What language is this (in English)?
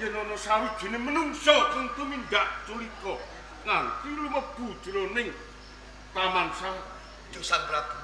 Javanese